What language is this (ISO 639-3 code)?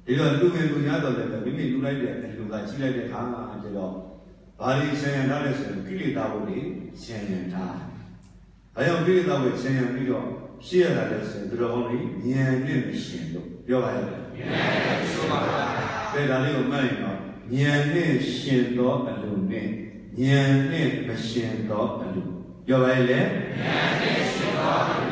mya